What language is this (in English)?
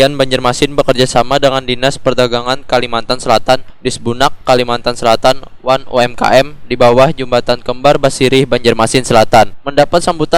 Banjar